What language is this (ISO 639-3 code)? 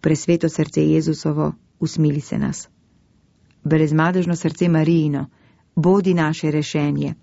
slv